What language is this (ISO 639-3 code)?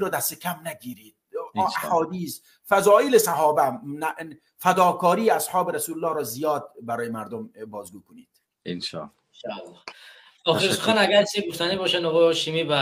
tgk